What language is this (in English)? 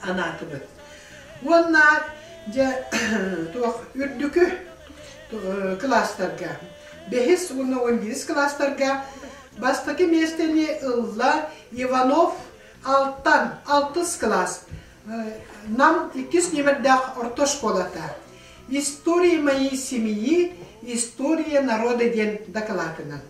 Yakut